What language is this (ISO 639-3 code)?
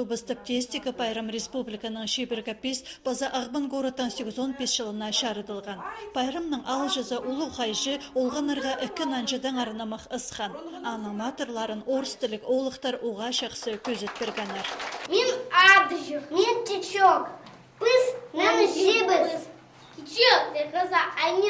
kjh